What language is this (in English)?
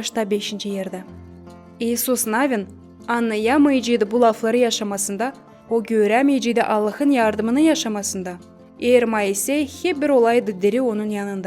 Gagauz